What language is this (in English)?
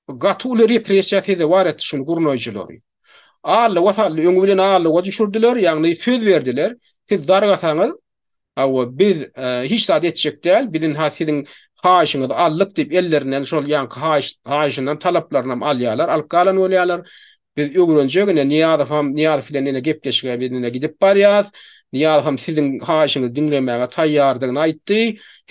Turkmen